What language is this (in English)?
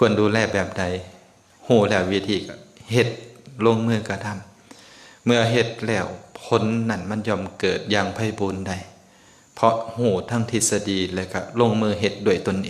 Lao